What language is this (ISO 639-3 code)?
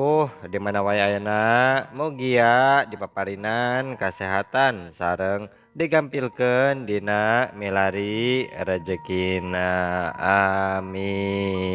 sun